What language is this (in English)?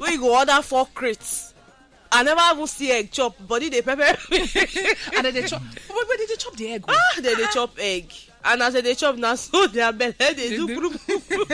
Nigerian Pidgin